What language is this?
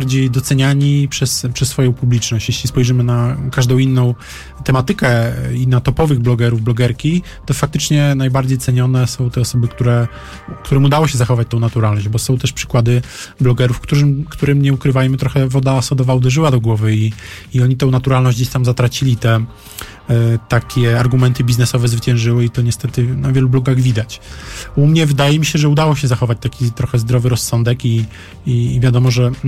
Polish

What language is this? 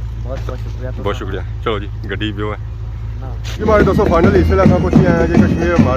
Pahari-Potwari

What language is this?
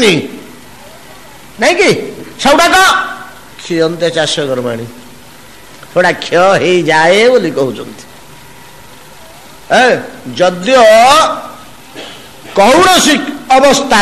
Odia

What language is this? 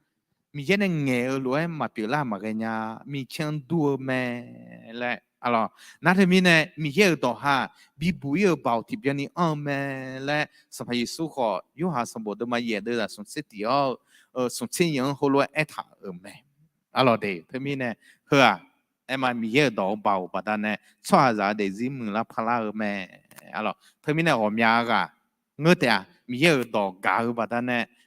Akha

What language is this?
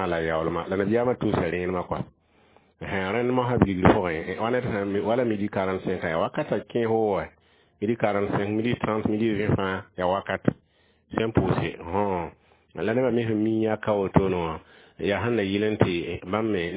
Mossi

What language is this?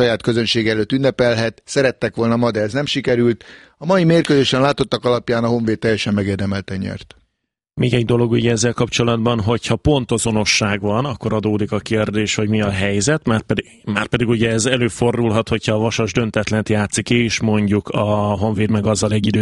Hungarian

